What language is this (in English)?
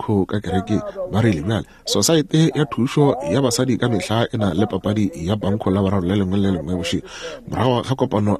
Northern Sotho